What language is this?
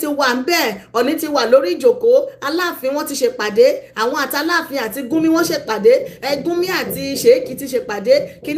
Yoruba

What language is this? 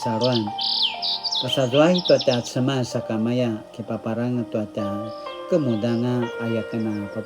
Paiwan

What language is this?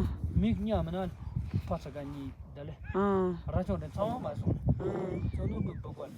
Tibetan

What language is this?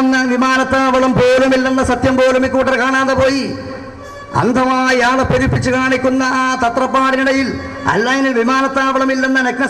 Malayalam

